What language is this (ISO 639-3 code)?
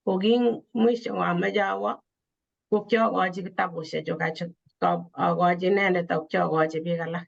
kln